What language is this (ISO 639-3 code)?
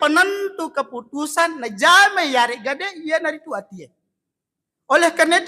bug